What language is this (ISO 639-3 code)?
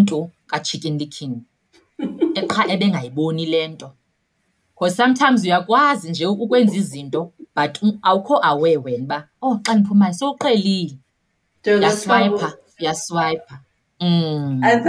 xho